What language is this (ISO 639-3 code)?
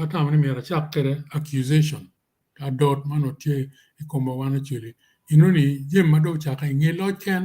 ach